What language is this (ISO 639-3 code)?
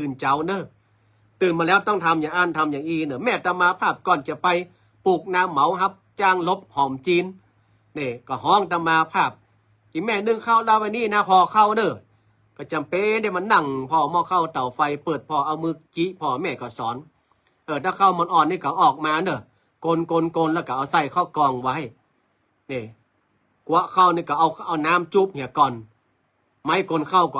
nod